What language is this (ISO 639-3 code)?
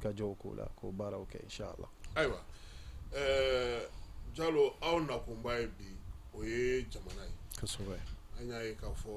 bam